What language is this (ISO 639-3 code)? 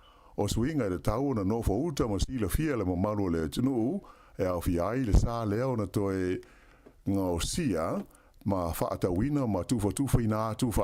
smo